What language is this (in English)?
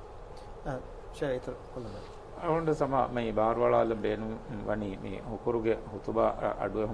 Divehi